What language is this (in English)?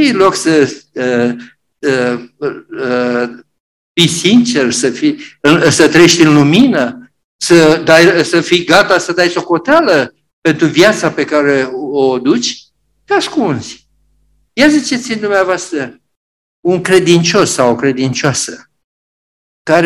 Romanian